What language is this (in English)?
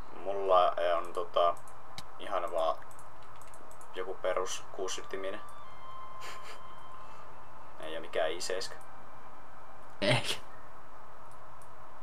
Finnish